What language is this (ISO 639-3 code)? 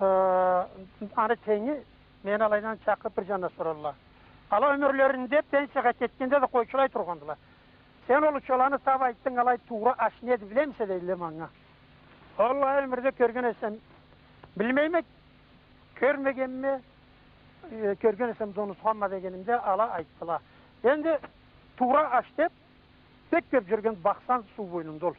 krc